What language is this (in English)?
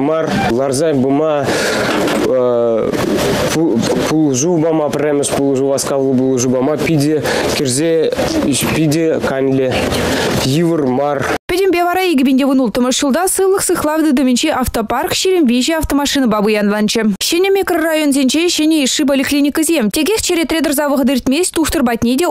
Chuvash